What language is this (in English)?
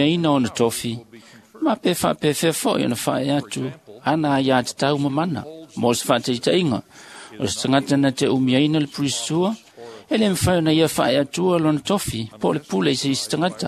Samoan